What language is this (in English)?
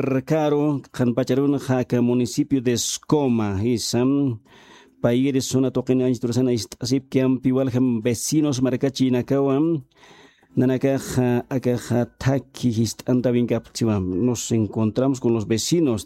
Aymara